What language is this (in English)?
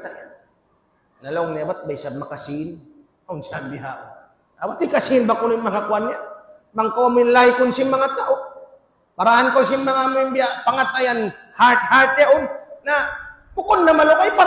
Tausug